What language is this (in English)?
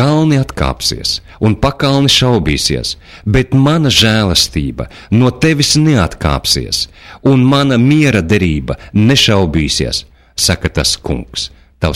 Latvian